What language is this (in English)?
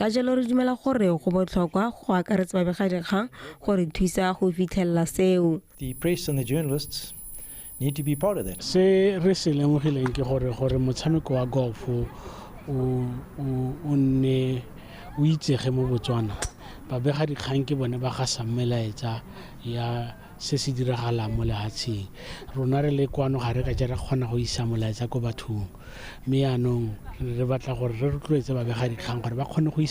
Tswana